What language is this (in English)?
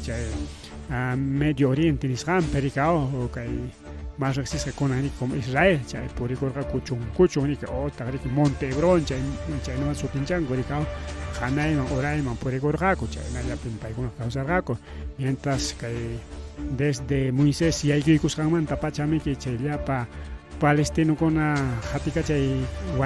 Ayacucho Quechua